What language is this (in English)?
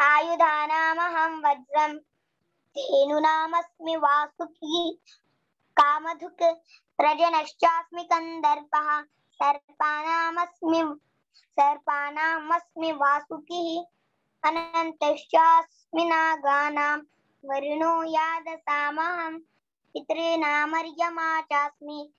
Sanskrit